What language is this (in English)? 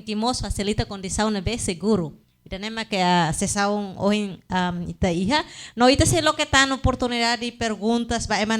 Tetum